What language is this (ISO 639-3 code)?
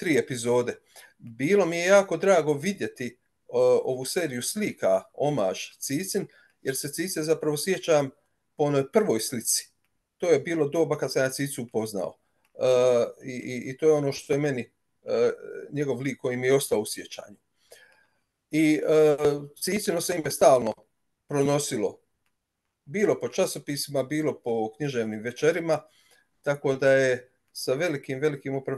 hrv